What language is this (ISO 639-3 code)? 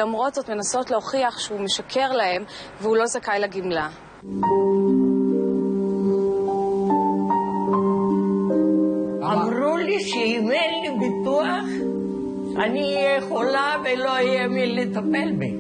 heb